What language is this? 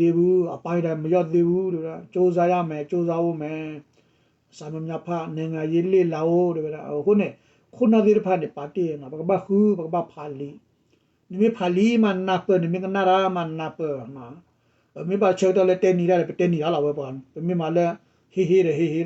S'gaw Karen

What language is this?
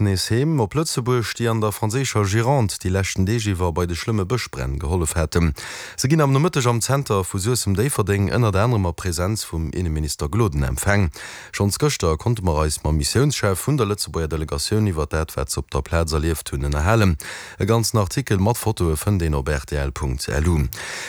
Luxembourgish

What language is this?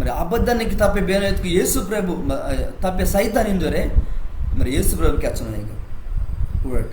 Koya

